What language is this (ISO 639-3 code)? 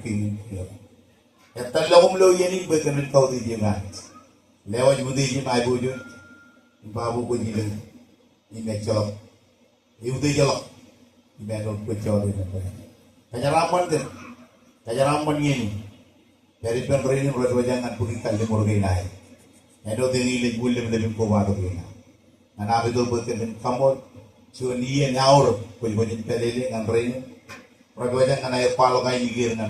mah